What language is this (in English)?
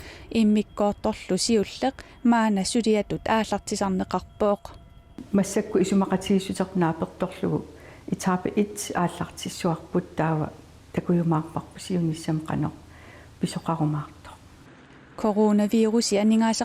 Kalaallisut